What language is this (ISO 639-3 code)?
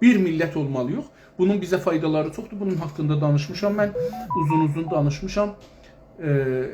azb